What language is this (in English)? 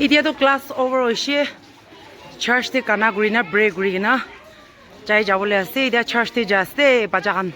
Naga Pidgin